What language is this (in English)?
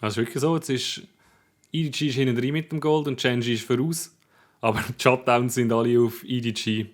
Swiss German